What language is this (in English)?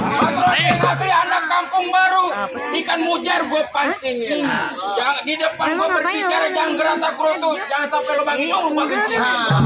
Betawi